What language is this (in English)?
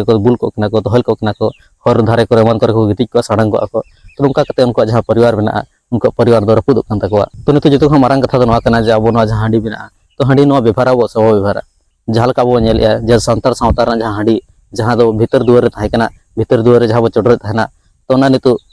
Santali